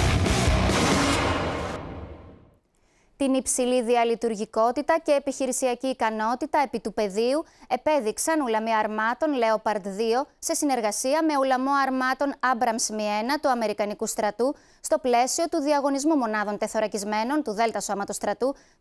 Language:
Greek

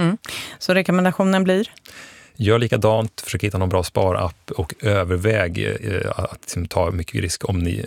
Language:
Swedish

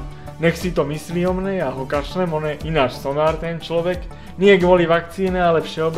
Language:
Slovak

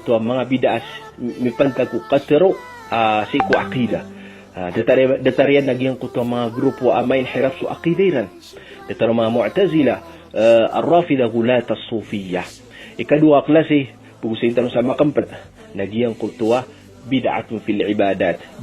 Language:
Maranao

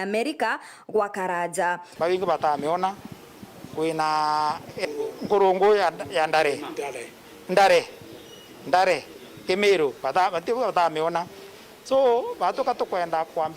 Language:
Meru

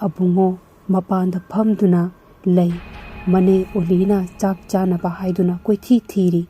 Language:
Manipuri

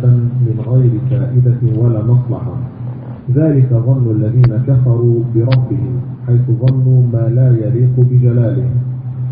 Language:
Arabic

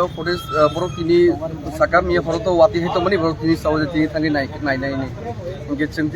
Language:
Kok Borok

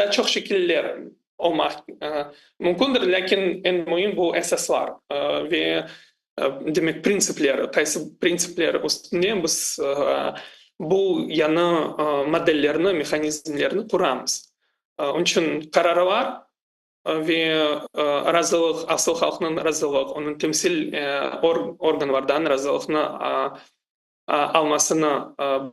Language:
Crimean Tatar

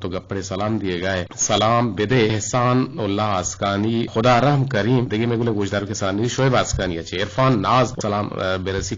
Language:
Eastern Balochi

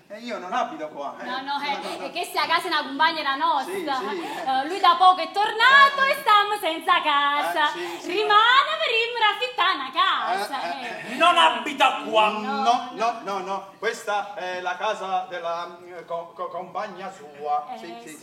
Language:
Neapolitan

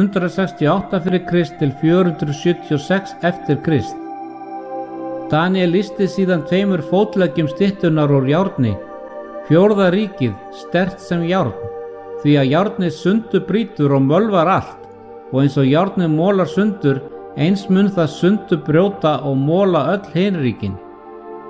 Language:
Icelandic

